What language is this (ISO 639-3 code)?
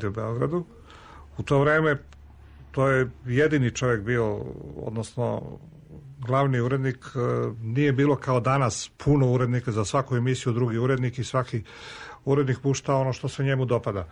srp